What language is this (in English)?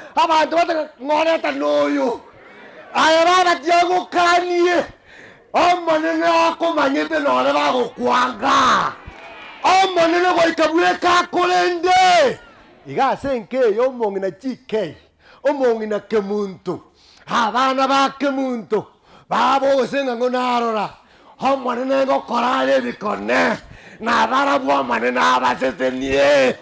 Gusii